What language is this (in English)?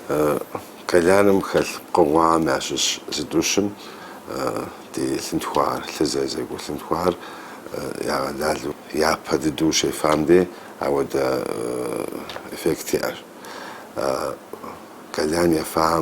Kabardian